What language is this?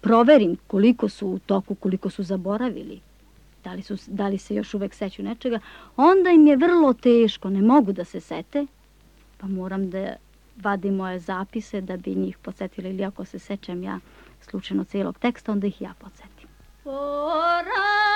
Serbian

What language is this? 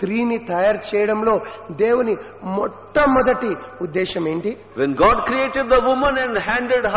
Telugu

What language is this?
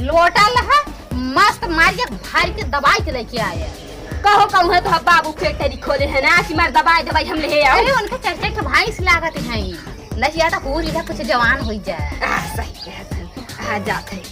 Awadhi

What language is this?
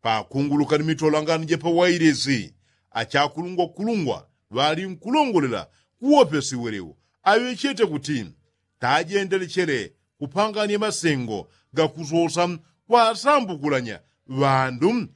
Yao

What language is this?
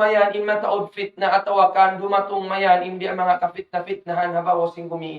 Tausug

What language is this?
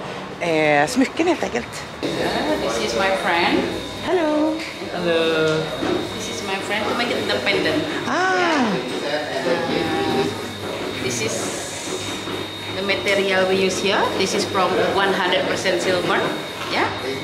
Swedish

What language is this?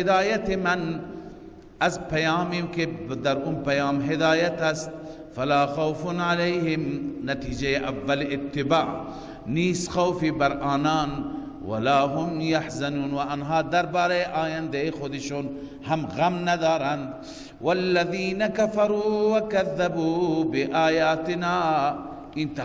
Persian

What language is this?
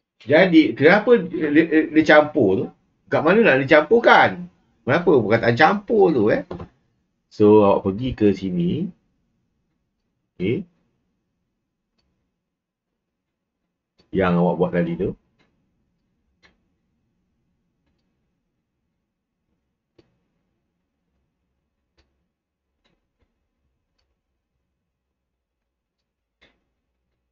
Malay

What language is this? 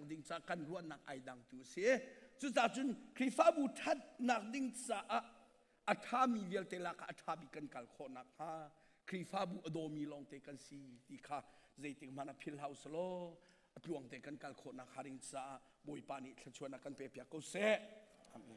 Hakha Chin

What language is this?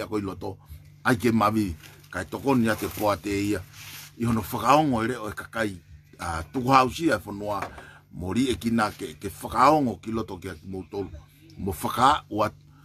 Tongan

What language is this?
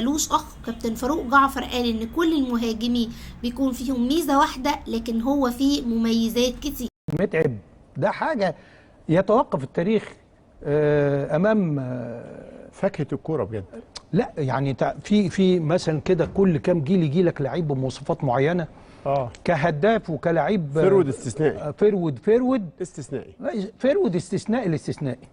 Egyptian Arabic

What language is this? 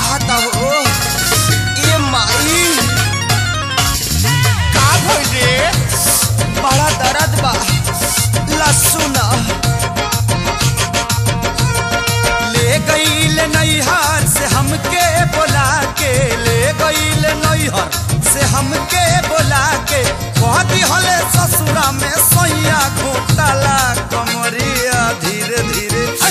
Bhojpuri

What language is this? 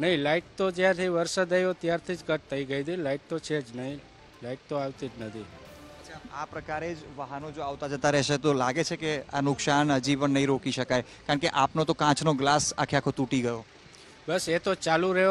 Gujarati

